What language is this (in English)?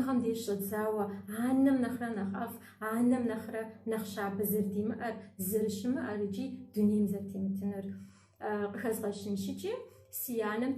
Kabardian